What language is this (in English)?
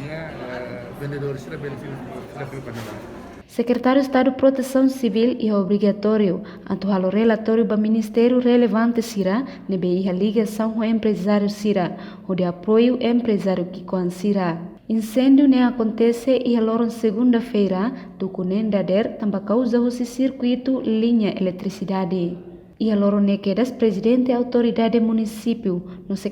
Tetum